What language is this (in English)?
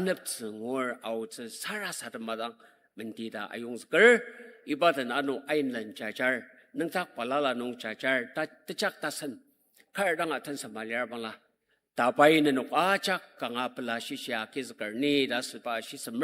Ao Naga